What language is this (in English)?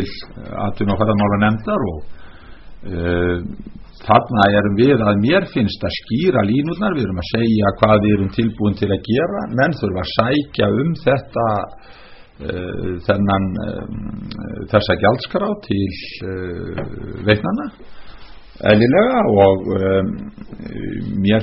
Icelandic